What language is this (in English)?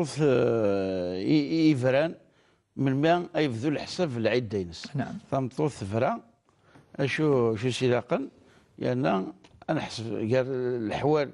Kabyle